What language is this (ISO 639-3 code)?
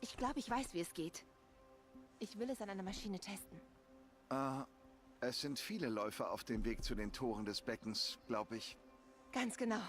gsw